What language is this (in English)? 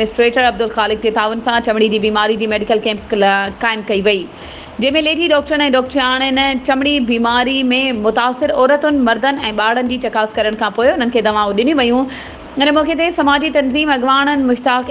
Sindhi